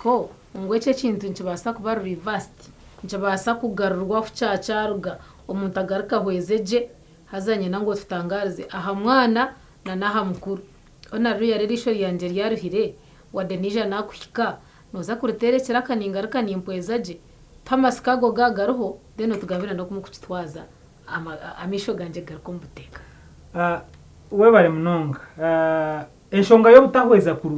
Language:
Nyankole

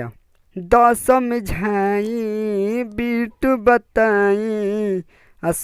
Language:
Bhojpuri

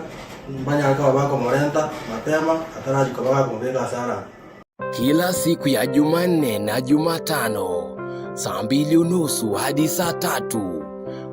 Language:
Gusii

